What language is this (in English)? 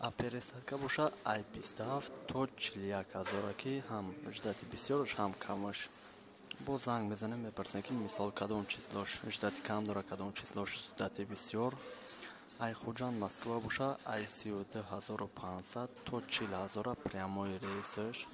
Tajik